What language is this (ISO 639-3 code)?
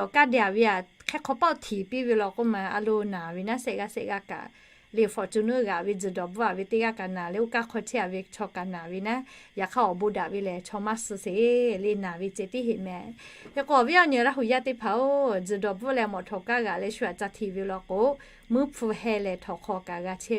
lhu